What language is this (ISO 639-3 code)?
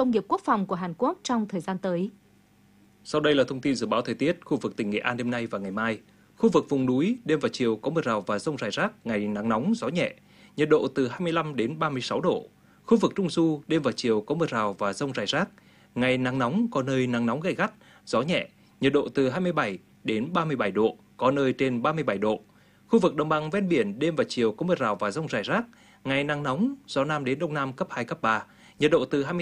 vie